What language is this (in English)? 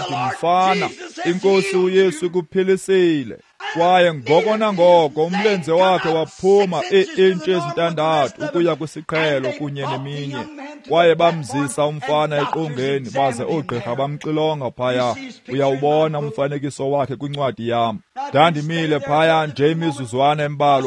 Xhosa